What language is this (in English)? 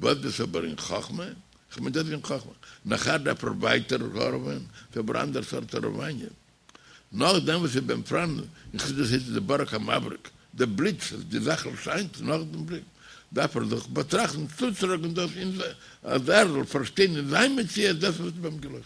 Yiddish